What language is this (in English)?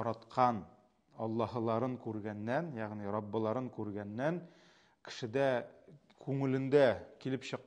Tatar